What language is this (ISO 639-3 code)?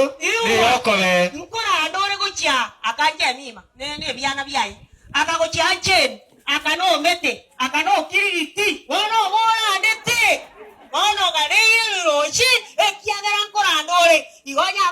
guz